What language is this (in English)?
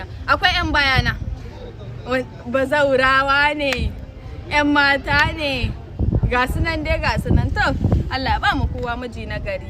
Hausa